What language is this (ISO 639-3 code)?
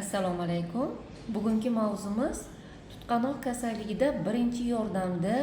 uzb